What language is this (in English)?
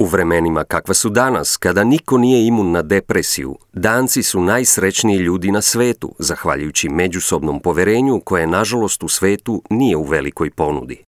Serbian